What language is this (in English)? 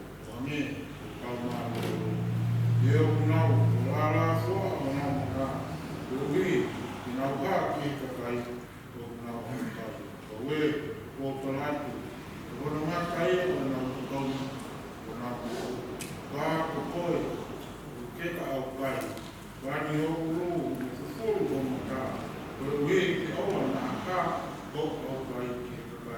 Tongan